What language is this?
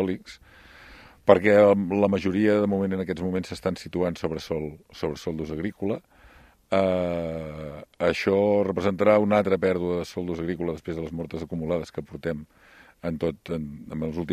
Catalan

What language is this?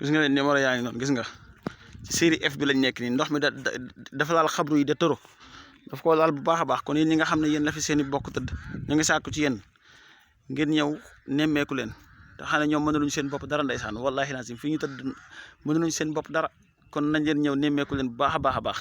Wolof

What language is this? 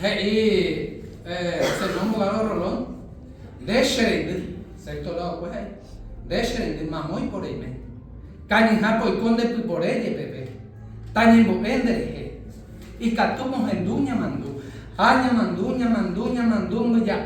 Guarani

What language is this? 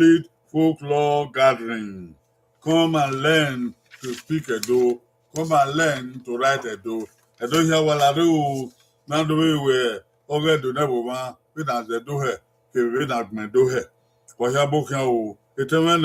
Bini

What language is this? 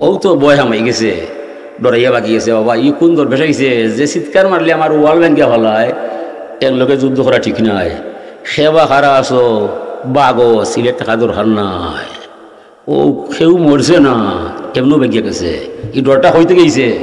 Sylheti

